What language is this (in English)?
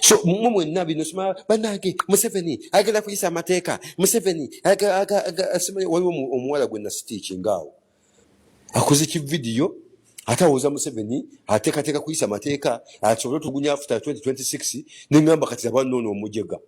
Ganda